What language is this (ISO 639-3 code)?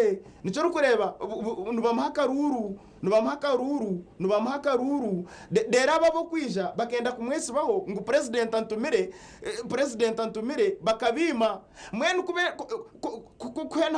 nyn